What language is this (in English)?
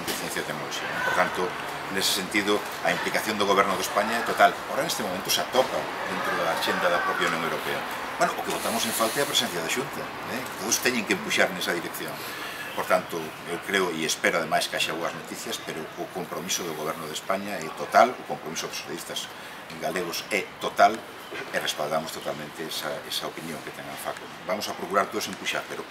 Galician